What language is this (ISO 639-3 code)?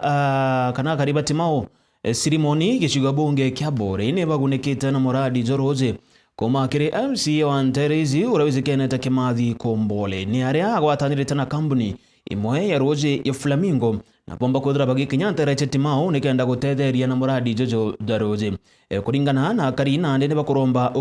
mer